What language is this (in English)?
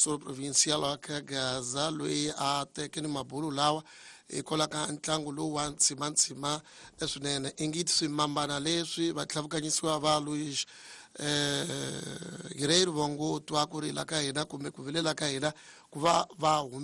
Tsonga